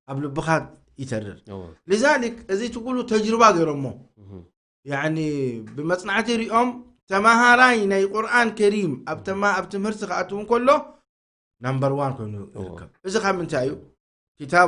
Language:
Tigrinya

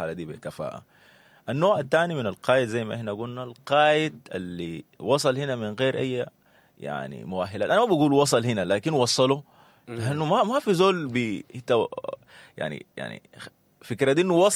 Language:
Sudanese Arabic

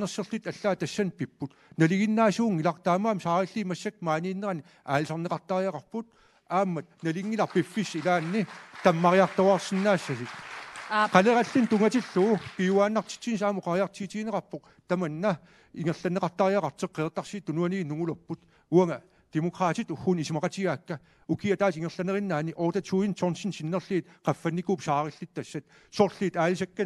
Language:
Kalaallisut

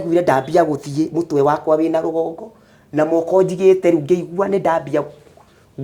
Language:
Kikuyu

